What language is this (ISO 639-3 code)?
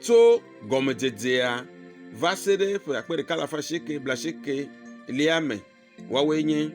ewe